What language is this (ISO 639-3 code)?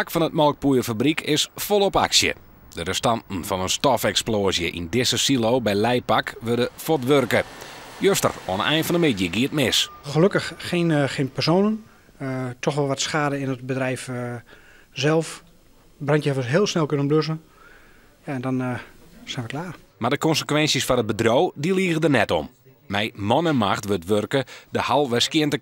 fry